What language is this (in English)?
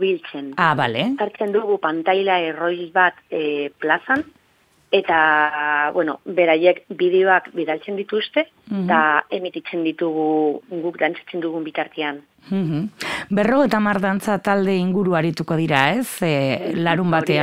Basque